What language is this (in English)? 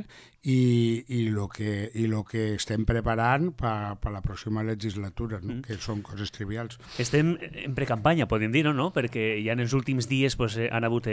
Catalan